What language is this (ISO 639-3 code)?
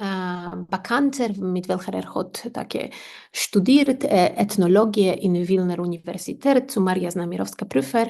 yid